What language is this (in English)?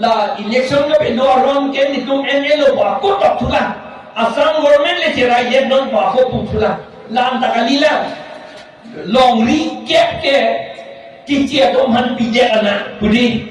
Karbi